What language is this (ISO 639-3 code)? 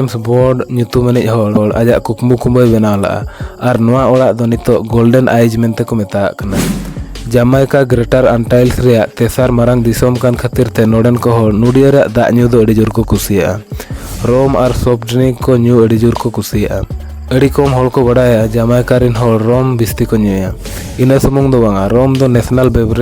sat